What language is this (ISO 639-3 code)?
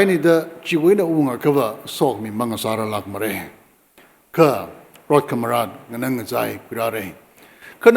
nmf